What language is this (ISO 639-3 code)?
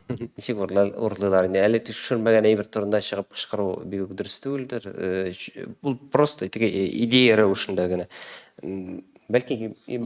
tat